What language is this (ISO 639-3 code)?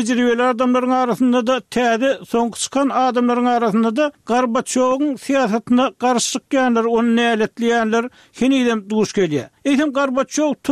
tuk